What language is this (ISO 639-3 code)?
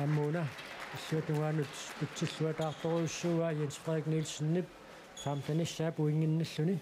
kal